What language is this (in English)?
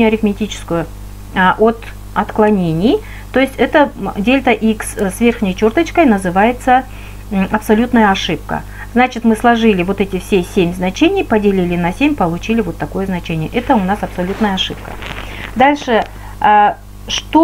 Russian